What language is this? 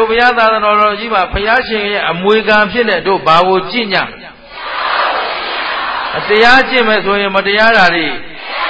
Burmese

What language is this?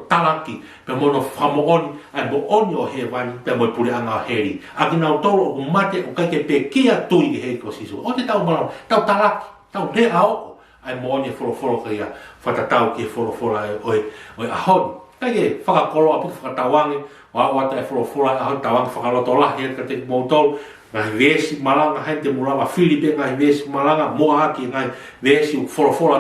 Tongan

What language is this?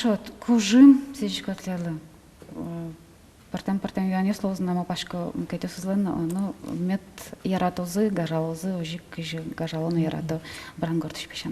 Udmurt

